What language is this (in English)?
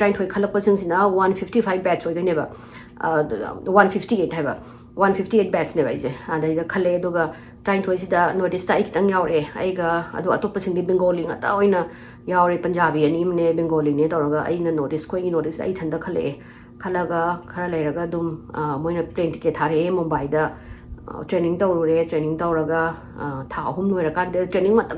Manipuri